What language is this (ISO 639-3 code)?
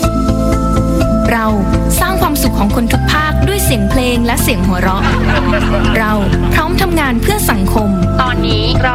tha